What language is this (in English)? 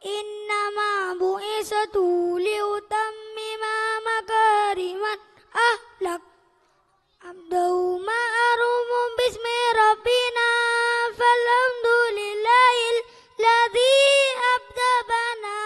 Madurese